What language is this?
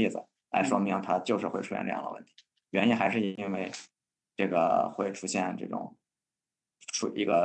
Chinese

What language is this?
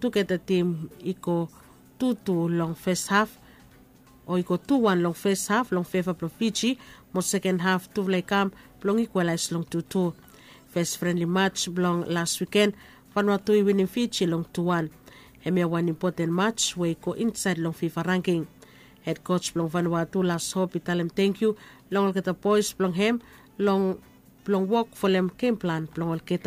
Bislama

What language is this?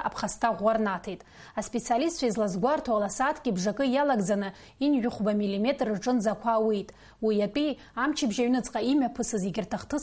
Abkhazian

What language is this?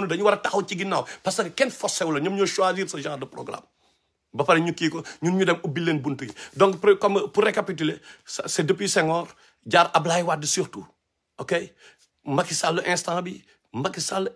Wolof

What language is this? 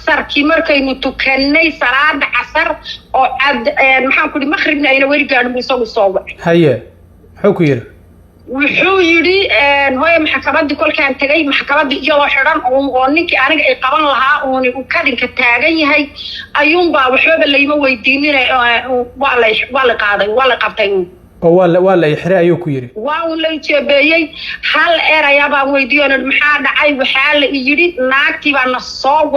Somali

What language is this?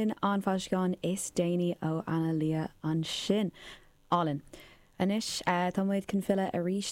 Irish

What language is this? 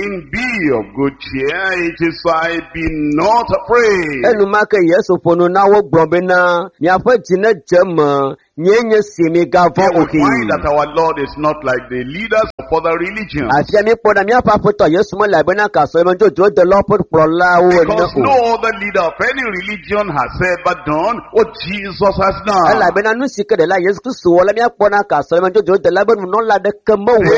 Ewe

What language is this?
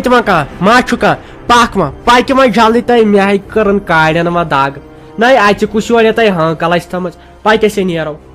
Kashmiri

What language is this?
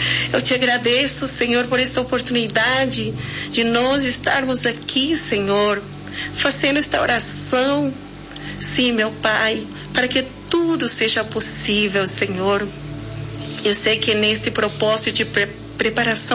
Portuguese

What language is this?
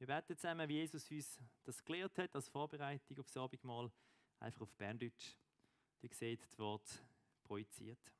Swiss German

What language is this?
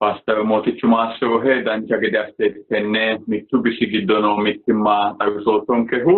Sidamo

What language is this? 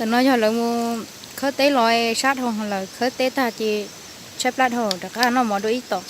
Hmong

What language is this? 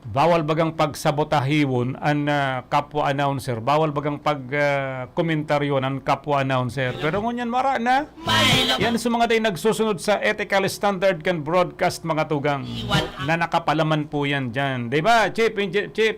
Bikol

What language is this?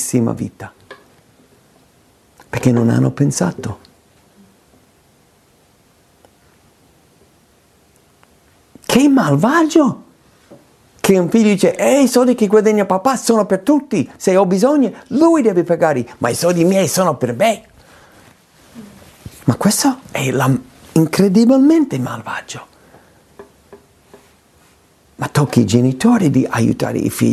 Italian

